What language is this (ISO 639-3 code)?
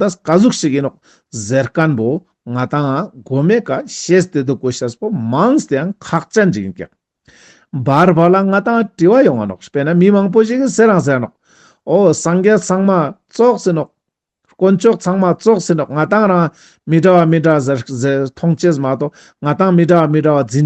lbj